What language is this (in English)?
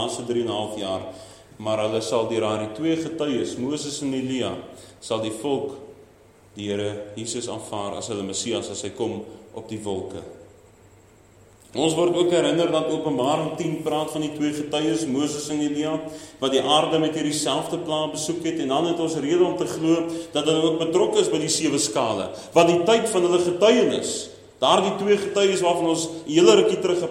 Afrikaans